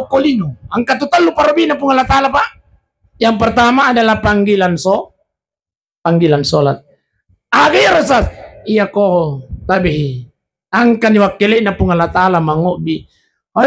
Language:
Buginese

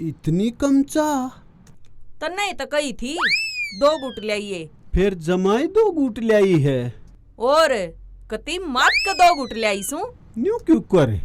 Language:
Haryanvi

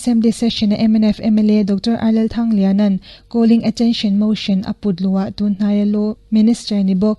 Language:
Mizo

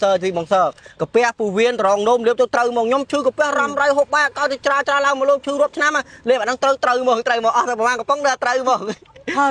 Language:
Khmer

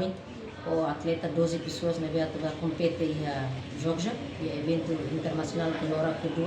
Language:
Tetum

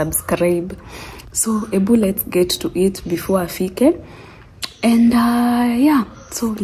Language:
Swahili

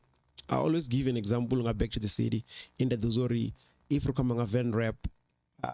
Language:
Venda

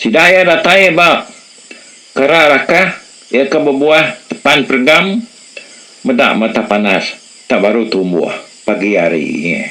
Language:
Iban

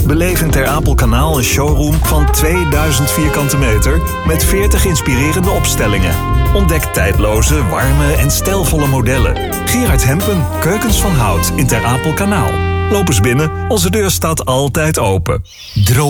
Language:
Dutch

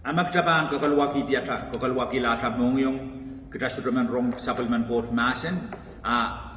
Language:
Pohnpeian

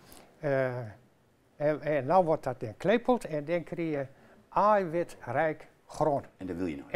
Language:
Gronings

